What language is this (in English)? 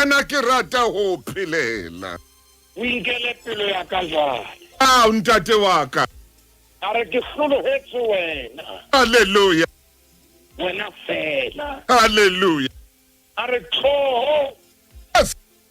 Southern Sotho